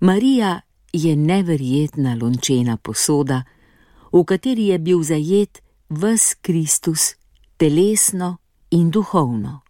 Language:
Slovenian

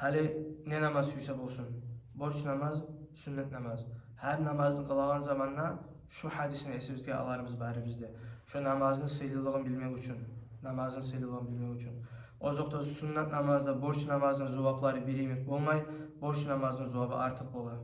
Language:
Kumyk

